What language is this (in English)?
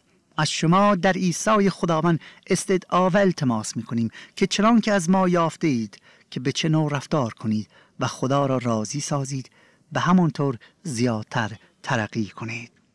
Persian